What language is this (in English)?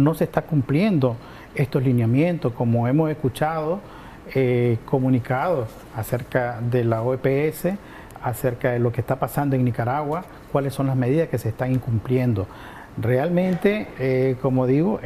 Spanish